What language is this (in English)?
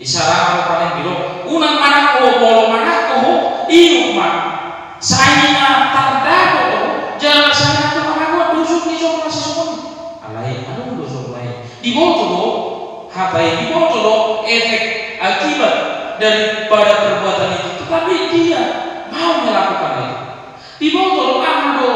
Batak Toba